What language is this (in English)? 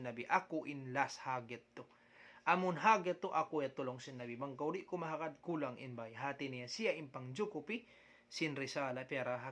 Tausug